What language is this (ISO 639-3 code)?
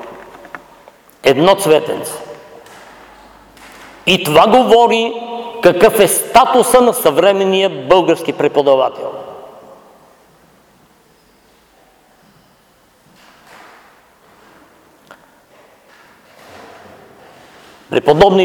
bul